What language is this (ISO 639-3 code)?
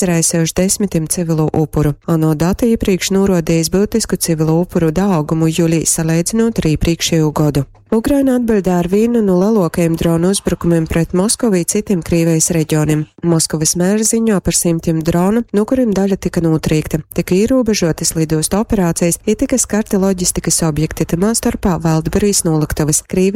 ltg